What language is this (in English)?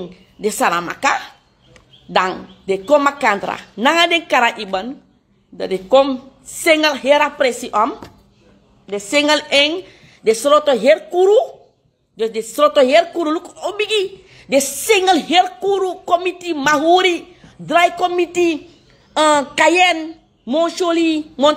Sranan Tongo